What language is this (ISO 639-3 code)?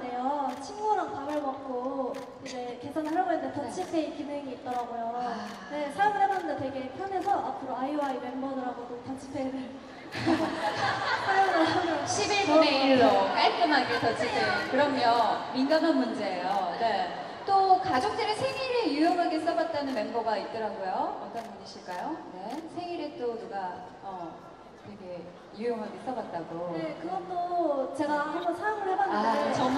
kor